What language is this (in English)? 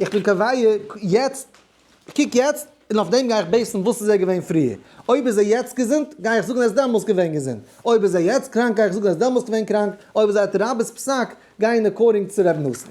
Yiddish